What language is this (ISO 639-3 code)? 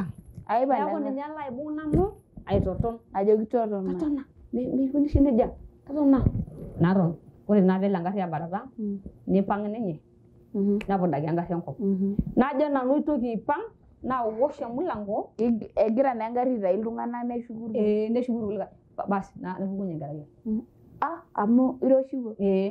mas